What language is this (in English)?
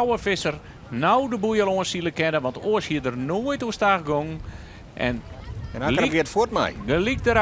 Western Frisian